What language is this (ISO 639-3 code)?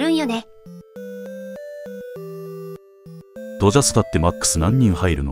jpn